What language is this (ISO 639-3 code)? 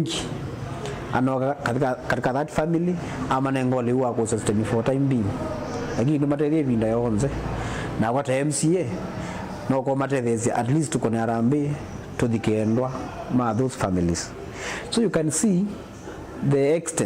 kam